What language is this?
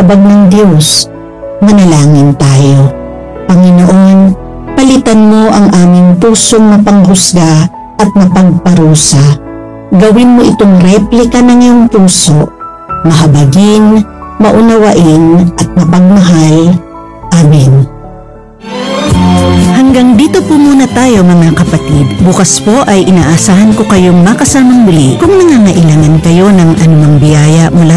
Filipino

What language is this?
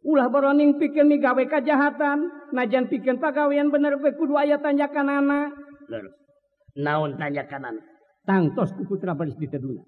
Sundanese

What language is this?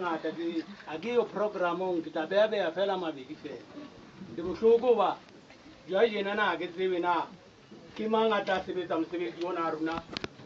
Southern Sotho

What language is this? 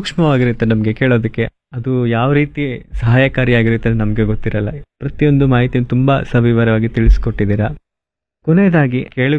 Kannada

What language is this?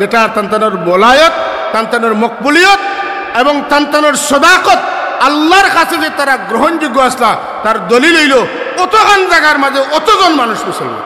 Sylheti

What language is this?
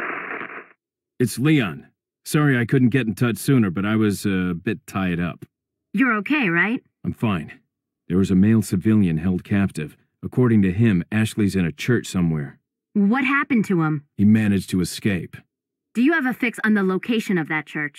English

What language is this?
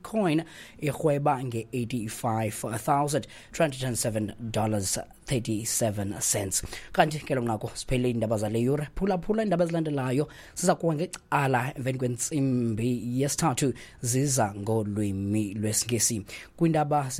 Xhosa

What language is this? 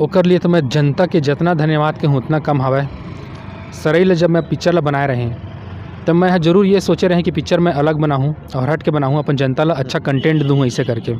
Chhattisgarhi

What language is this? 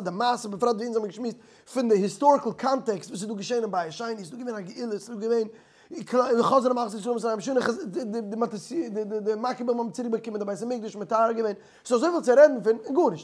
Yiddish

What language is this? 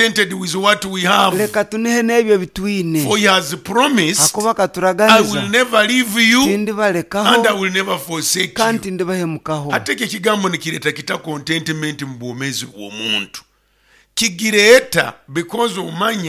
Nyoro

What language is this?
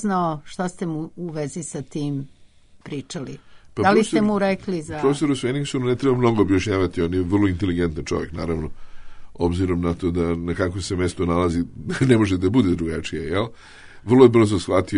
Serbian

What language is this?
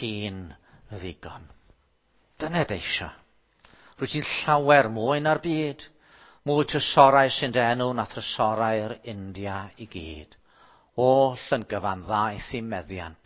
Welsh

